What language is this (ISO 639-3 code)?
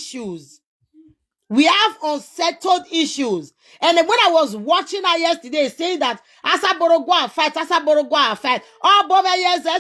pcm